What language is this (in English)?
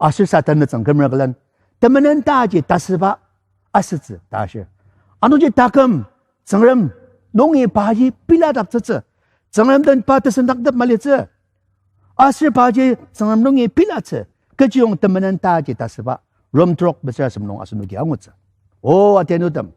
Ao Naga